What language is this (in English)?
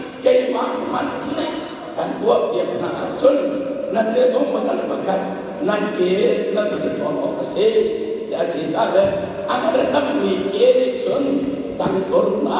Hakha Chin